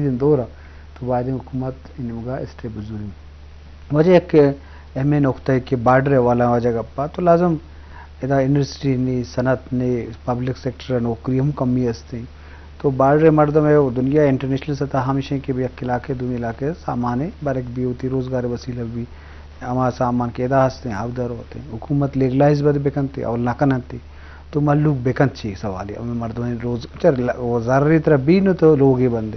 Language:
Eastern Balochi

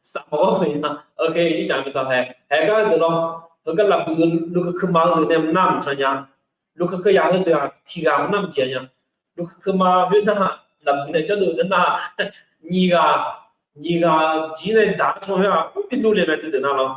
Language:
Akha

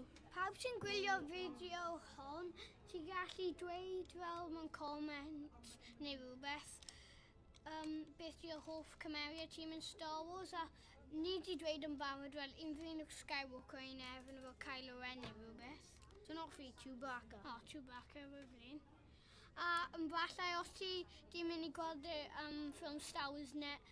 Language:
Welsh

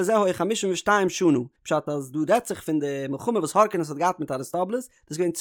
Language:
Yiddish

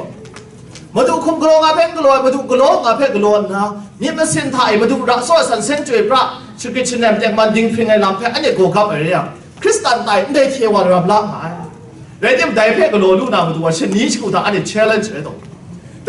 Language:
Kachin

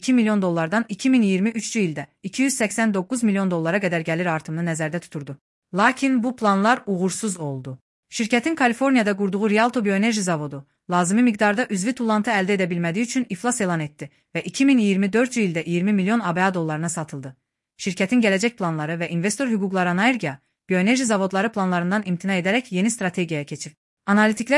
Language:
Azerbaijani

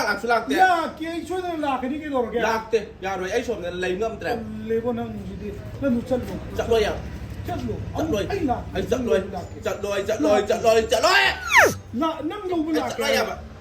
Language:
Manipuri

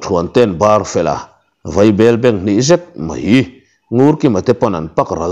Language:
Mizo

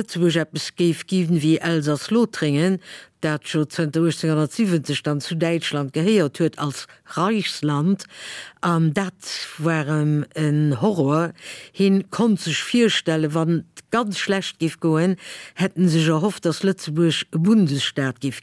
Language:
Luxembourgish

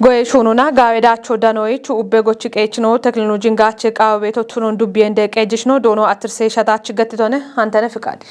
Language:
Kafa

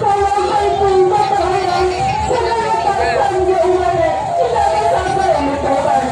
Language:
Minangkabau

